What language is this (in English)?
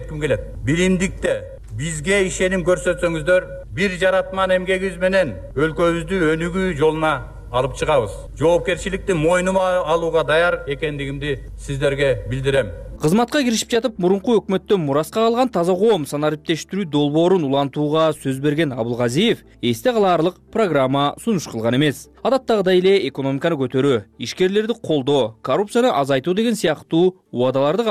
Kyrgyz